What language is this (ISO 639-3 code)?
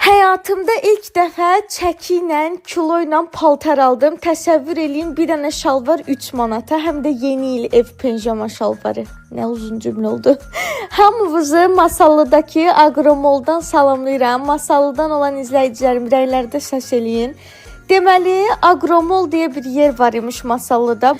aze